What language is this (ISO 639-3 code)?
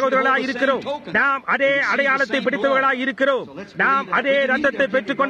tam